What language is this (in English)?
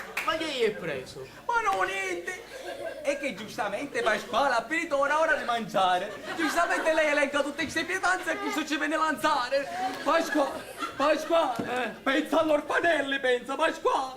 Sicilian